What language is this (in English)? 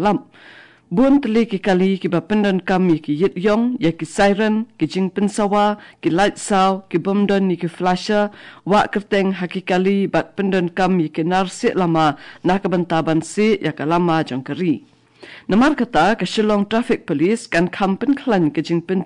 Khasi